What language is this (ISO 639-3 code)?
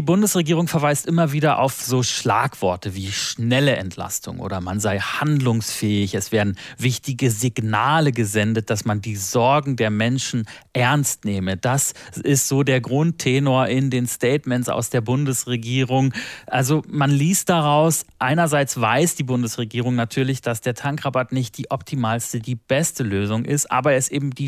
deu